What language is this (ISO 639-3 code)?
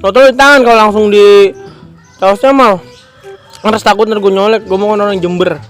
bew